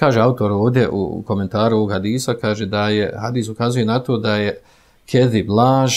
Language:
Bosnian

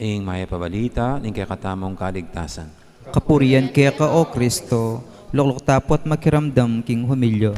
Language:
Pampanga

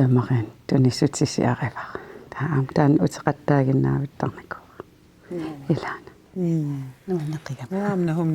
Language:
Kalaallisut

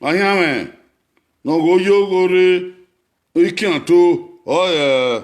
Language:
Bini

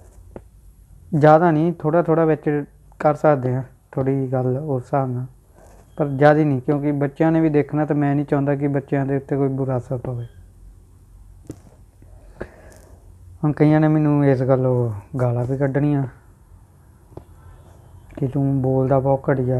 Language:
Punjabi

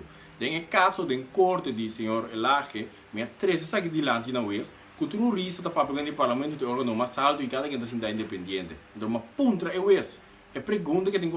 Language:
Papiamento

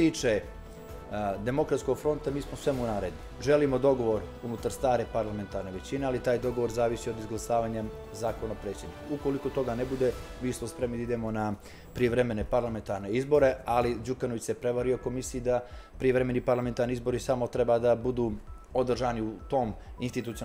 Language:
Serbian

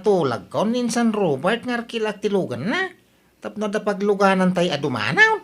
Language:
Iloko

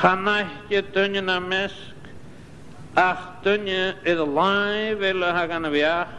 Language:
Scottish Gaelic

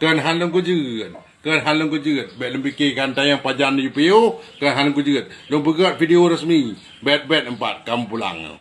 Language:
Achinese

